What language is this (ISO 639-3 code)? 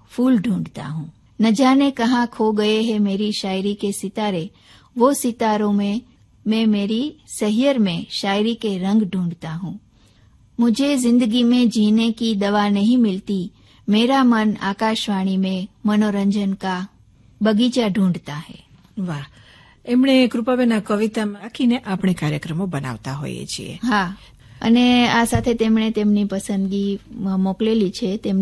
guj